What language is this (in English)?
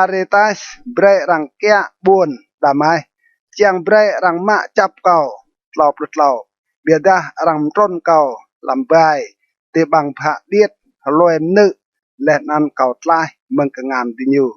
Rade